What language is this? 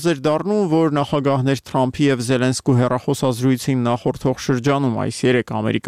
Armenian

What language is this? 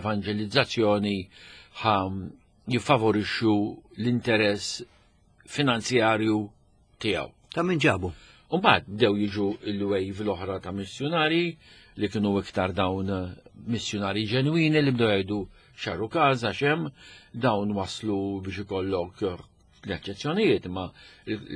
Maltese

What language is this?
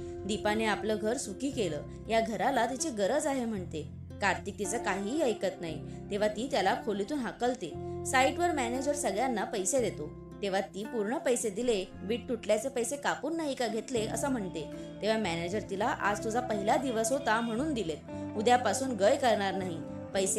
Marathi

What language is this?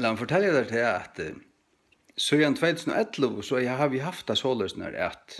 Faroese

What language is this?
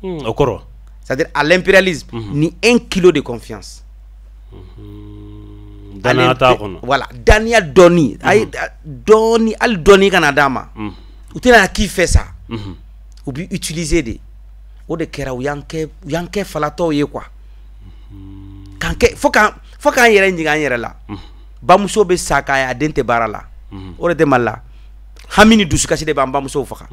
Bambara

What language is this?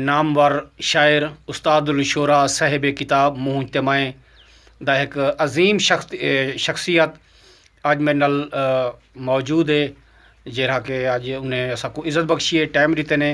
Saraiki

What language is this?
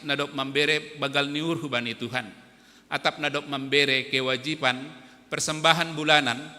Batak Simalungun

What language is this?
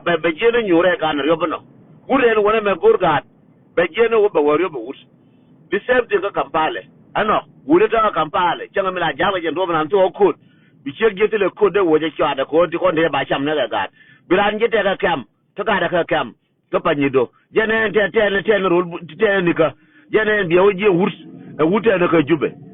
Nuer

